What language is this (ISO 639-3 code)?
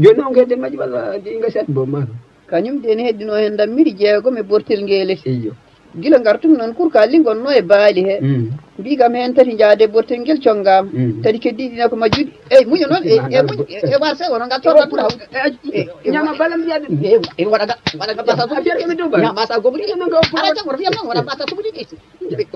ful